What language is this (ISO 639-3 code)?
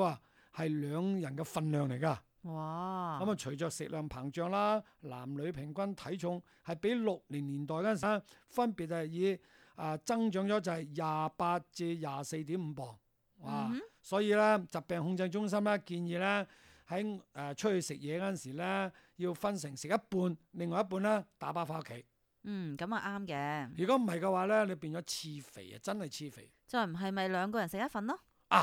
yue